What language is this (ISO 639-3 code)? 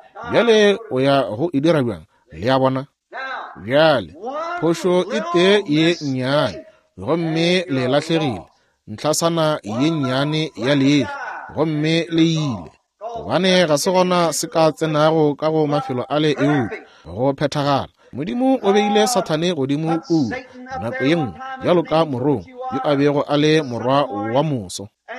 nso